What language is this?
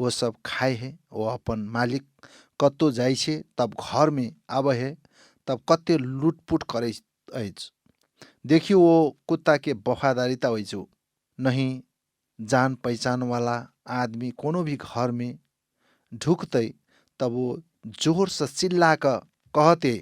Maithili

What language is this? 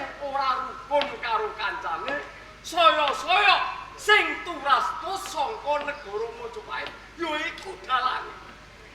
Javanese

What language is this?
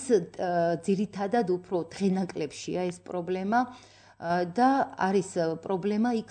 Georgian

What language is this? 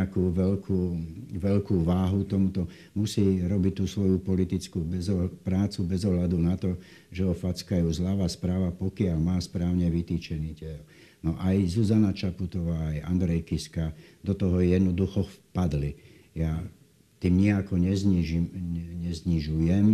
Slovak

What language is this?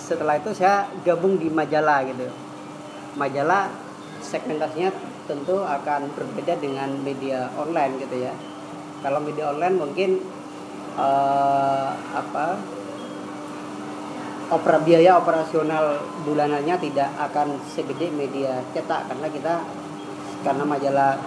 Indonesian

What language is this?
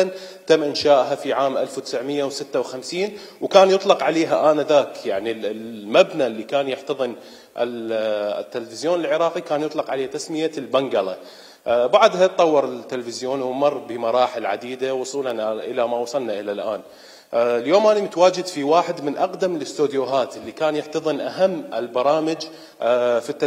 Mesopotamian Arabic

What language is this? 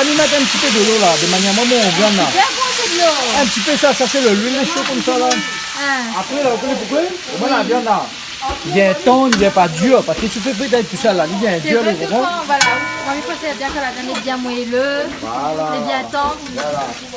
Réunion Creole French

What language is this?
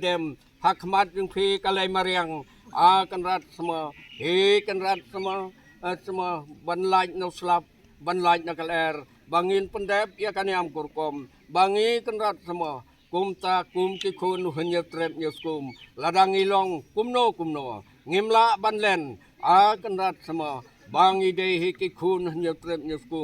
Khasi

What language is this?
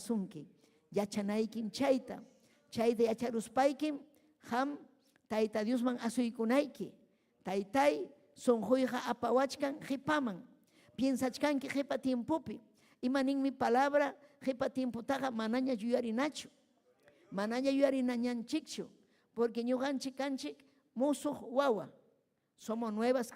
Ayacucho Quechua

